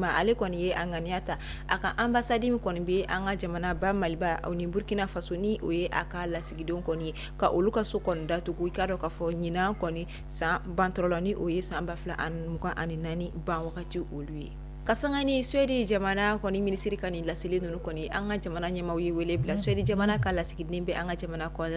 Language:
Bambara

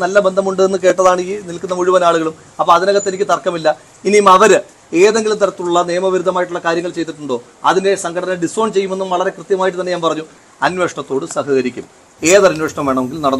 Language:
Malayalam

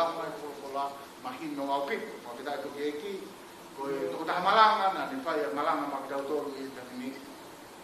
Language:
Tongan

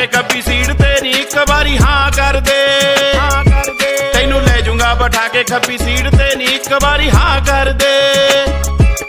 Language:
Punjabi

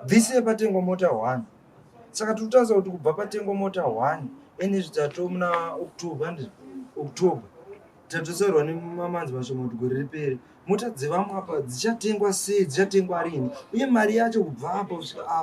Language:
Shona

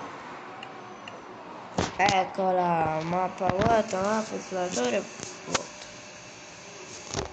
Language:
Italian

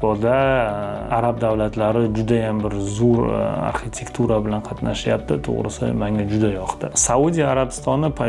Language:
Uzbek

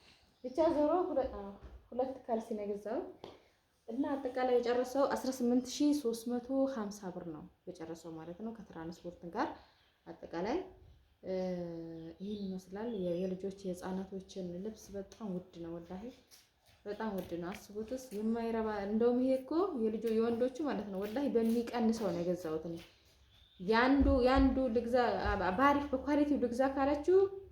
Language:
Amharic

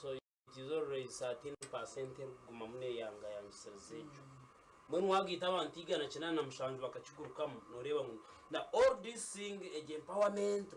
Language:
Nyankole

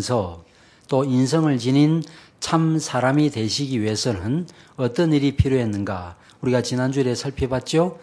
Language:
Korean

